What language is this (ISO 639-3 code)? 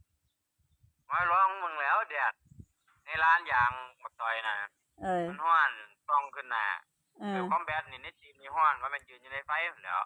tts